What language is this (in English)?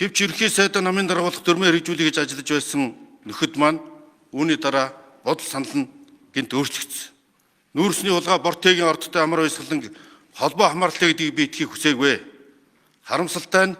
Mongolian